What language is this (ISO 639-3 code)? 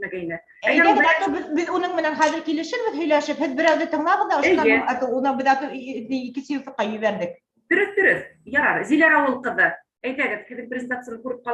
bak